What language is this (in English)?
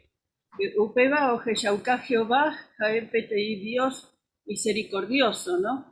Guarani